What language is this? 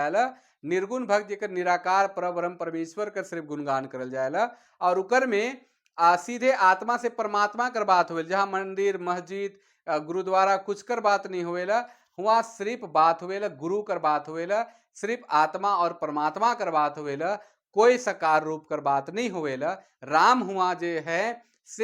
Sadri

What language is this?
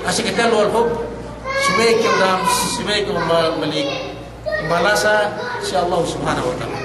Yakan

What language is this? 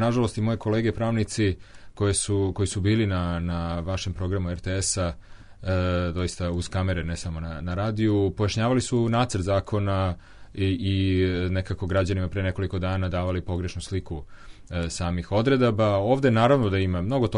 Serbian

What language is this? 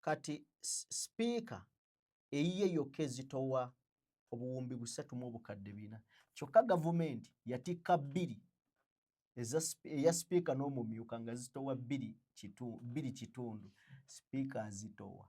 Ganda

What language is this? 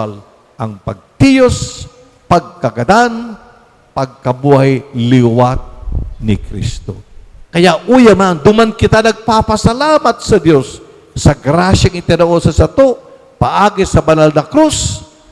Bikol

